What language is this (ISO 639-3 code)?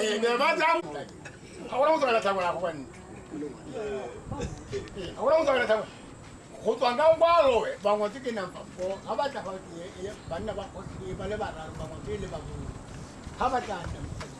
tsn